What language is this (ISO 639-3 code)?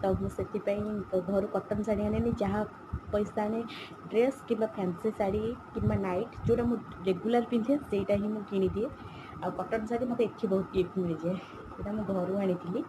ori